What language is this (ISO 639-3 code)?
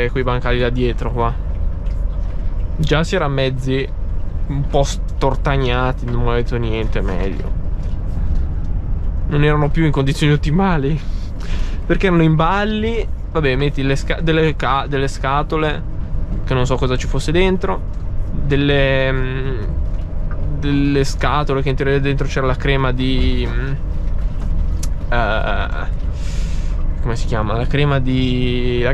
ita